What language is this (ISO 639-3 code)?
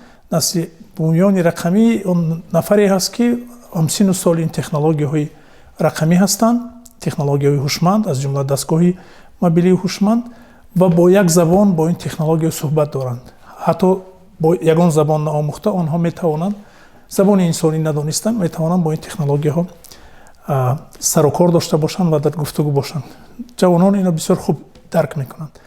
tgk